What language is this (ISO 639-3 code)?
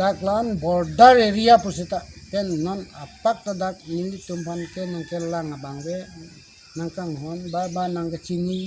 mjw